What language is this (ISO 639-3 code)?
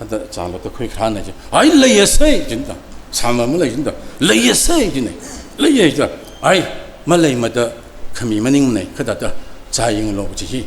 nmf